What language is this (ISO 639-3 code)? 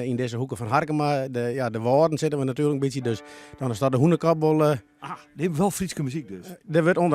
fry